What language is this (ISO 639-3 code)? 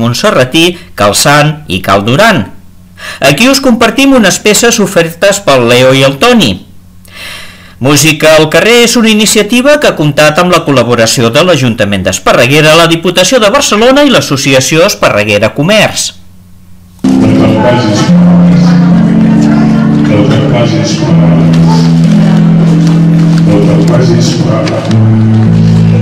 cat